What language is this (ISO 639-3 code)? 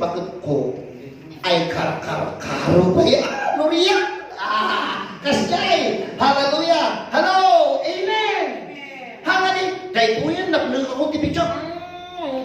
ilo